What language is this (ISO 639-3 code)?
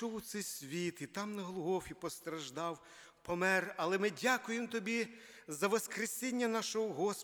ukr